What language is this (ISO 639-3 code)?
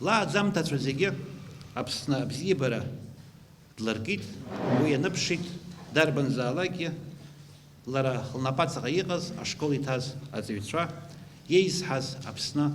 abk